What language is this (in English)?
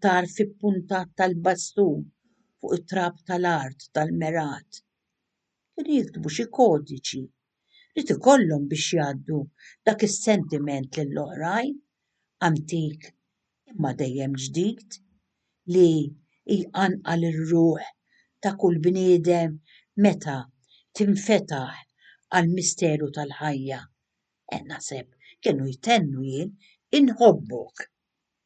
Maltese